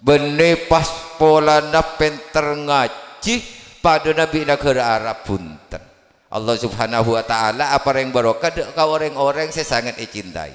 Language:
Madurese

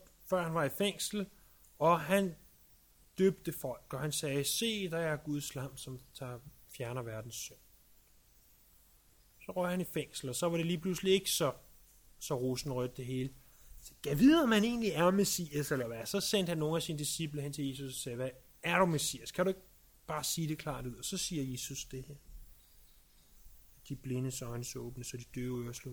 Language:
Danish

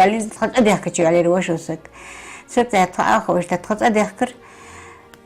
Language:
Ingush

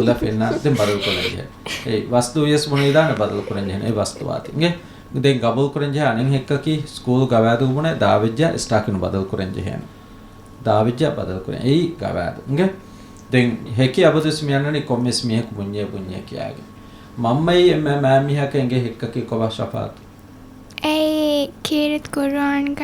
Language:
Divehi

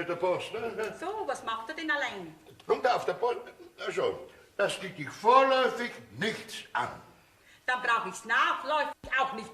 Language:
Bavarian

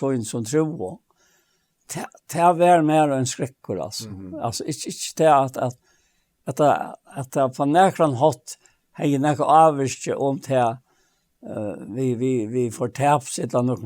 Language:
Faroese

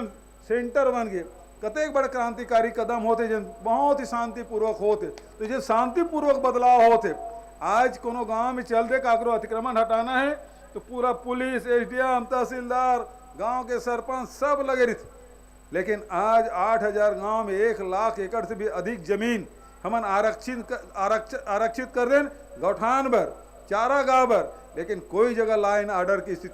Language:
Chhattisgarhi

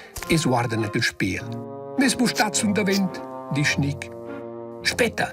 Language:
Romansh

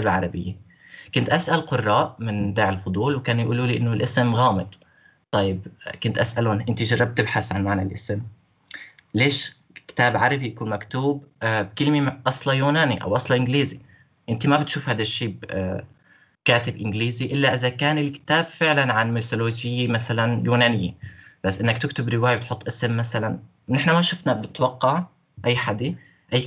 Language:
North Levantine Arabic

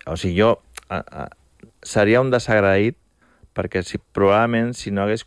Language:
Catalan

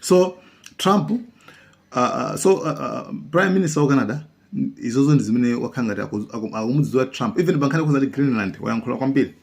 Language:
Nyanja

